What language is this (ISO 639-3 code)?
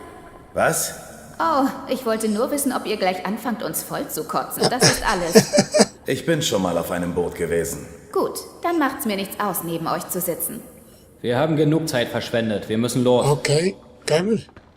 gsw